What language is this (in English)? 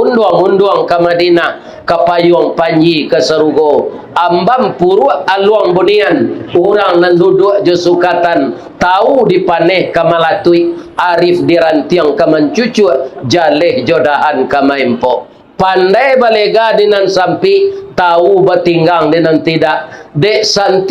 Minangkabau